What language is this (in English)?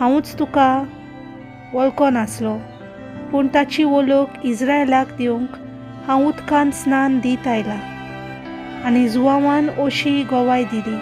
Konkani